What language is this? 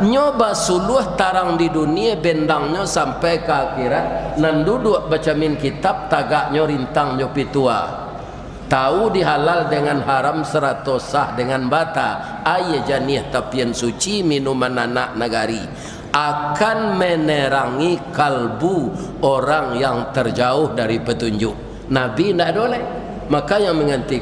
Minangkabau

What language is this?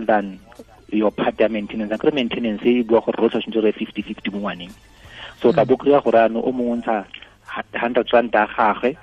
Tswana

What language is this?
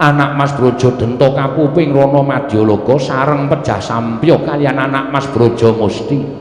Javanese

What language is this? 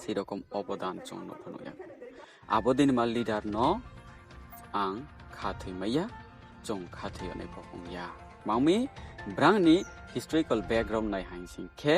Riang (India)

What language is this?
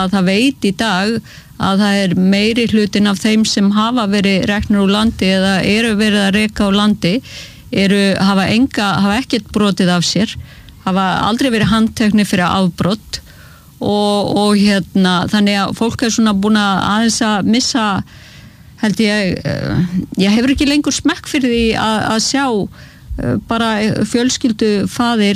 Icelandic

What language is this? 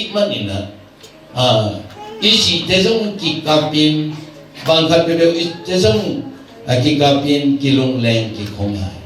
Tedim Chin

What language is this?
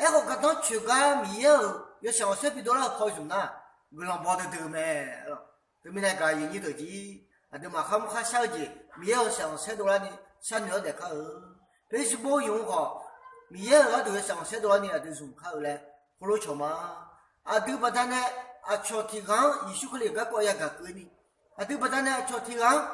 Akha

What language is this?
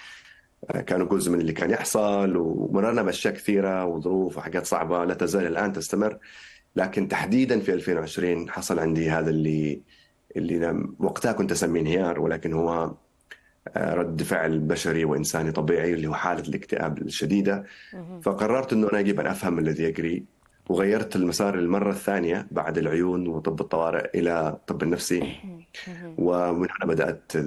Arabic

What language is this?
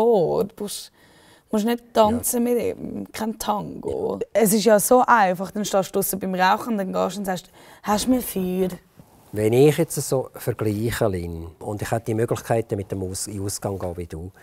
Swiss German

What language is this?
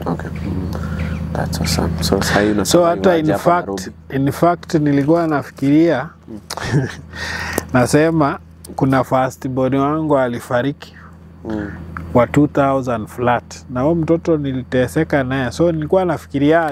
Swahili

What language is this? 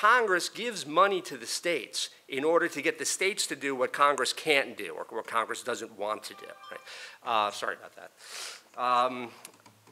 English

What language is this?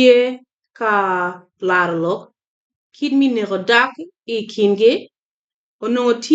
Acoli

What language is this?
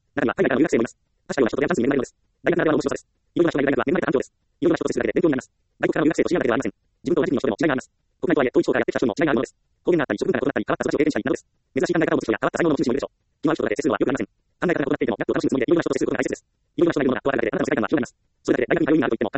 Japanese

